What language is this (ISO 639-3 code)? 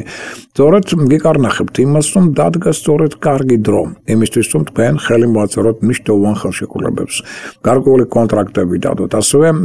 kat